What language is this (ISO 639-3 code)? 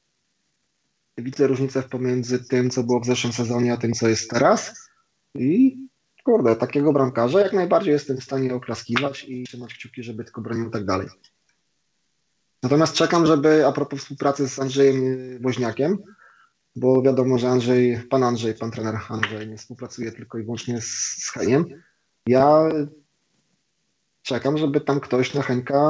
pol